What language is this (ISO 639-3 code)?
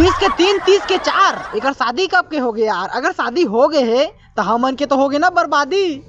hne